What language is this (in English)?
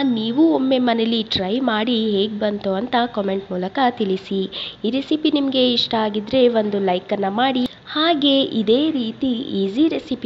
Kannada